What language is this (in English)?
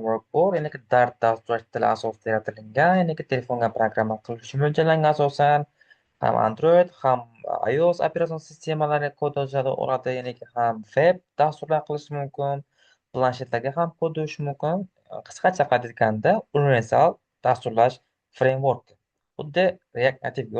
Uzbek